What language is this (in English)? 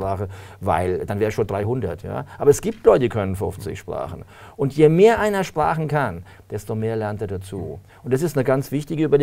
German